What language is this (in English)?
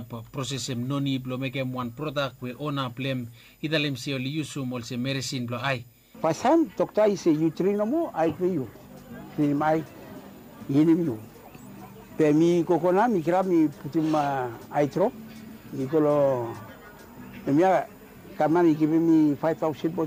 Bislama